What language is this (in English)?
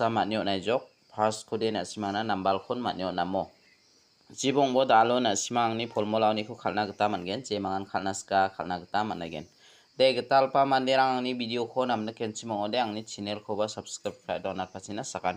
Garo